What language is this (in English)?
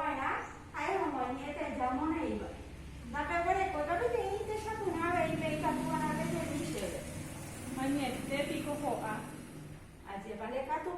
Guarani